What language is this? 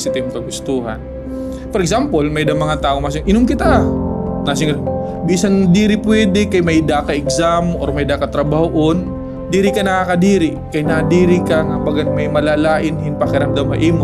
Waray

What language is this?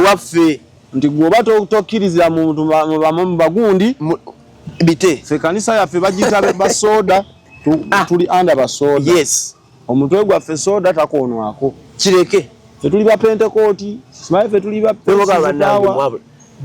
Ganda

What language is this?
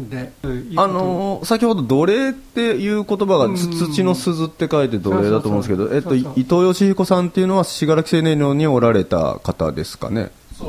Japanese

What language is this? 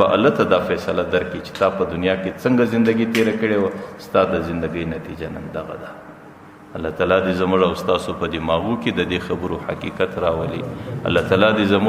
Pashto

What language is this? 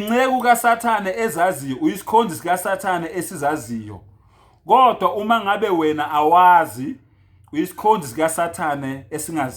Zulu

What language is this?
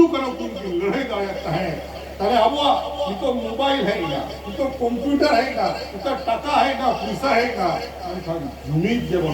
Santali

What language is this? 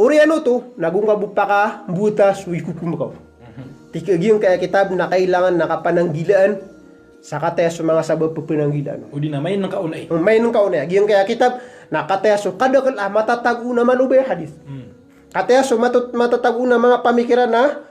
Maranao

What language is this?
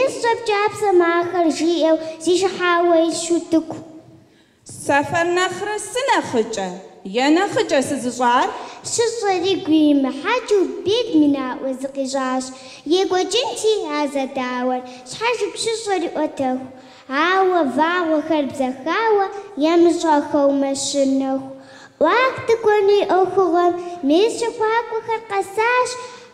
Kabardian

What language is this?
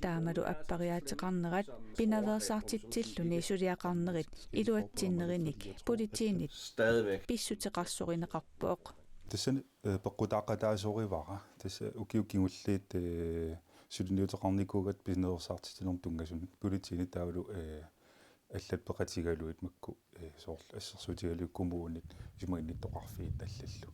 Kalaallisut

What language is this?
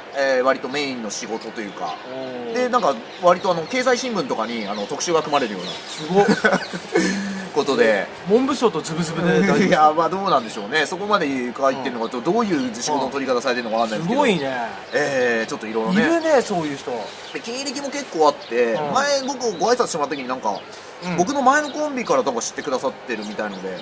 Japanese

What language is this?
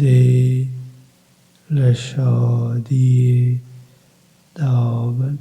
Kurdish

